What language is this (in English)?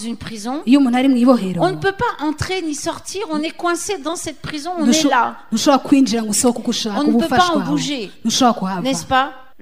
French